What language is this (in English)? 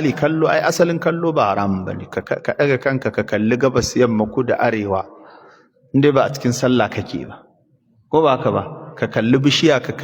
Hausa